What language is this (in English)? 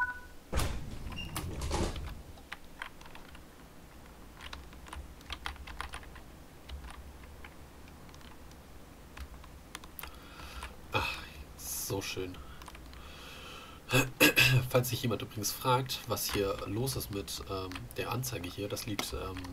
German